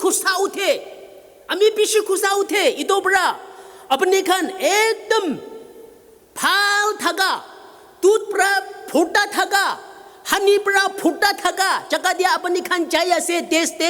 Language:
Naga Pidgin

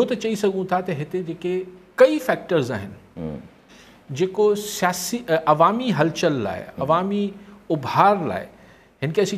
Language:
Sindhi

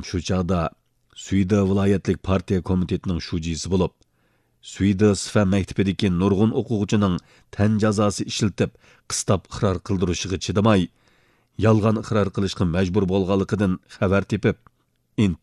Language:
Uyghur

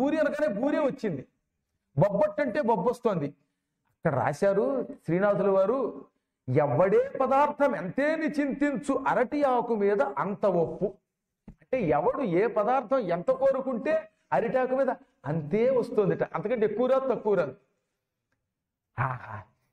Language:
Telugu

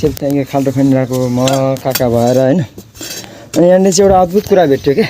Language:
Nepali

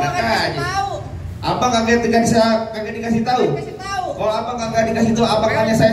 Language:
Betawi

